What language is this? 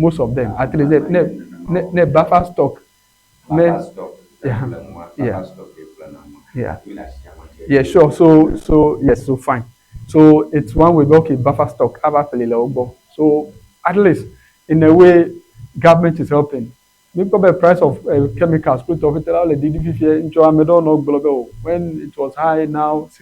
Ewe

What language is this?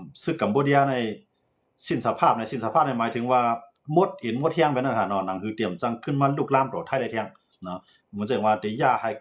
Shan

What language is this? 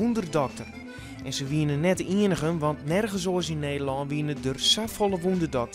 Western Frisian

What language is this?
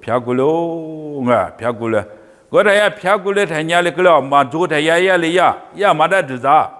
Lisu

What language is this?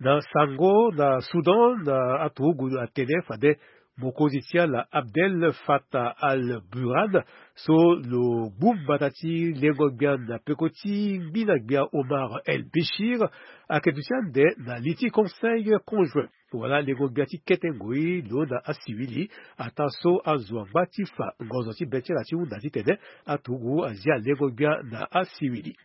Sango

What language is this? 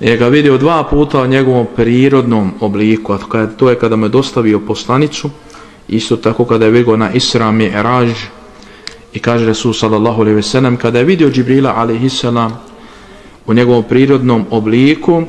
Bosnian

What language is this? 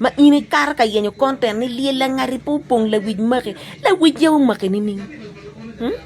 Acoli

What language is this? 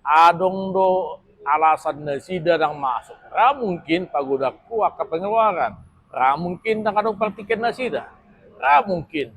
Batak Toba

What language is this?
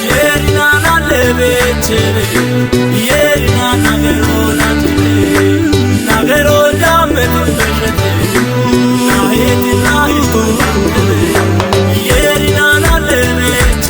Kafa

